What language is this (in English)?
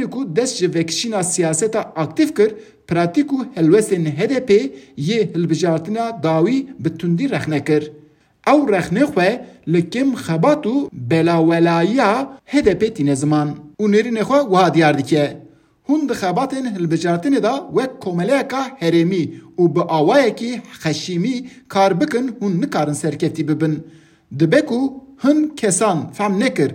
Kurdish